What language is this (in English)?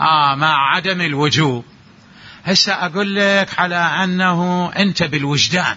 Mesopotamian Arabic